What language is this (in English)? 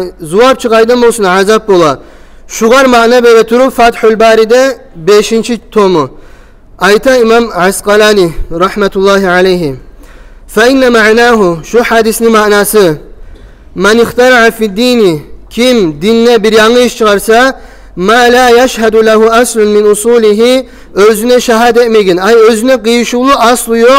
Kumyk